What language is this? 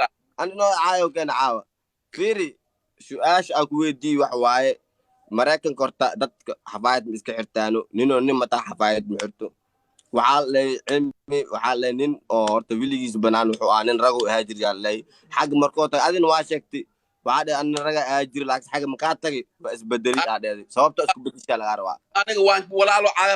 Somali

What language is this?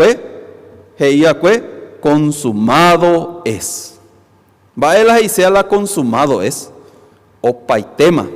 Guarani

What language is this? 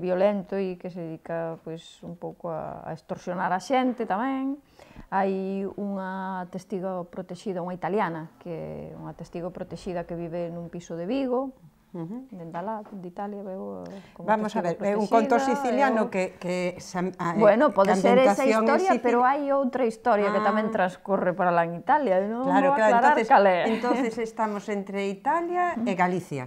Galician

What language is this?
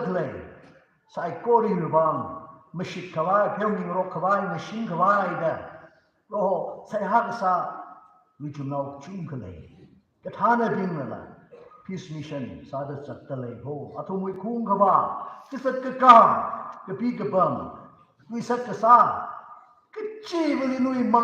Tangkhul Naga (India)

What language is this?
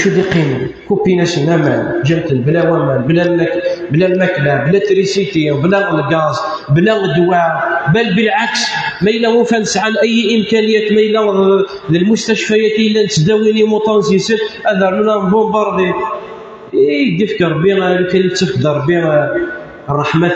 Kabyle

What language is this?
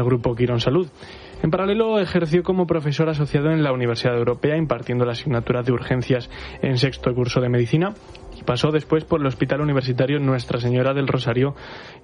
Spanish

